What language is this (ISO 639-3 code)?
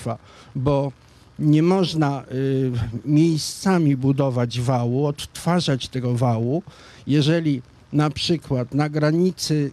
pol